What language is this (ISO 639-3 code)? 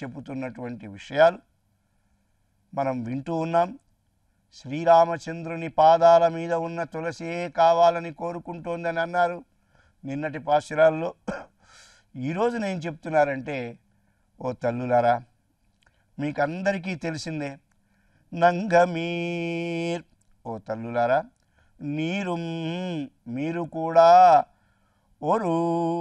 tel